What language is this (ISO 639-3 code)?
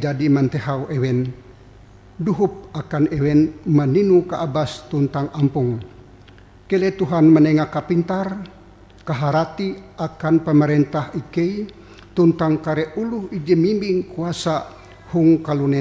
nij